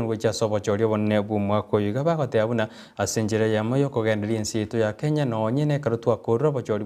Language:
Gusii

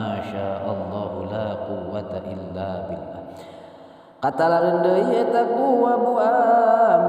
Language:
Sundanese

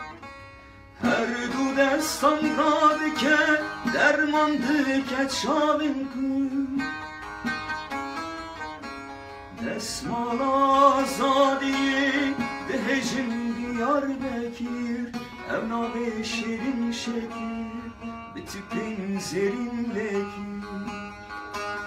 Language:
Kurdish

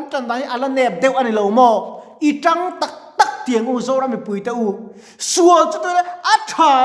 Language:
Mizo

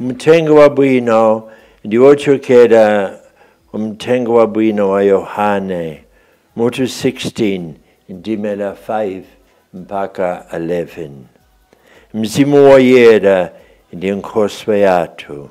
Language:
Nyanja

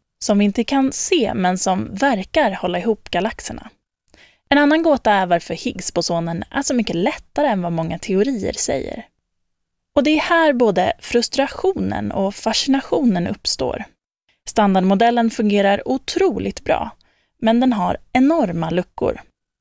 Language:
Swedish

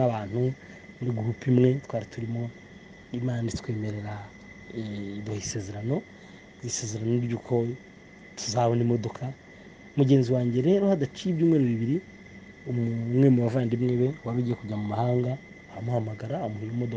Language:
Kinyarwanda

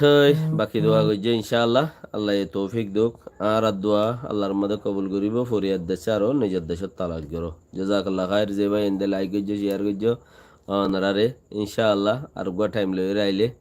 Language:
Rohingya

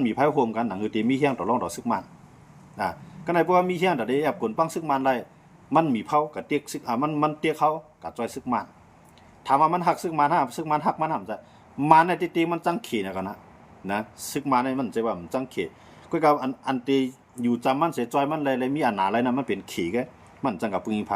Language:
Shan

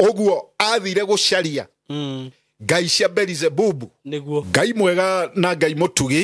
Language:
Kikuyu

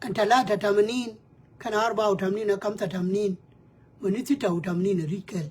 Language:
Nuer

